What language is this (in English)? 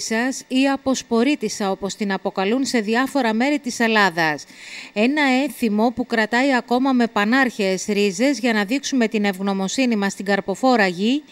Greek